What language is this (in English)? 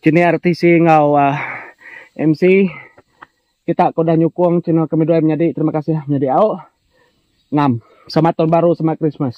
Iban